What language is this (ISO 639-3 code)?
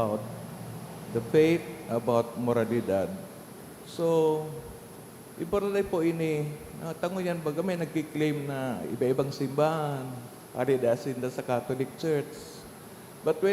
bik